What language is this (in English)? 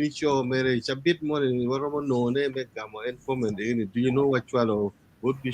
Acoli